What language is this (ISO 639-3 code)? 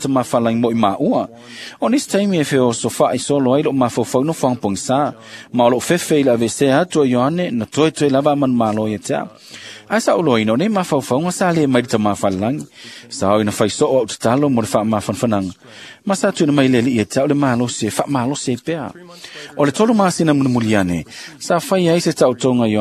smo